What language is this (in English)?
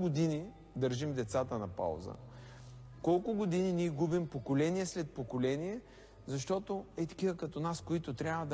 Bulgarian